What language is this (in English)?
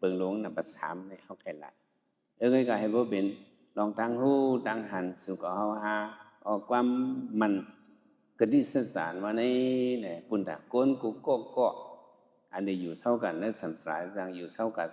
Shan